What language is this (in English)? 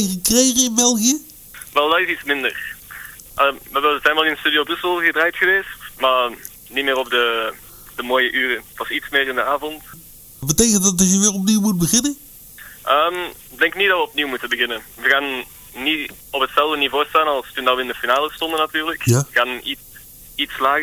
Dutch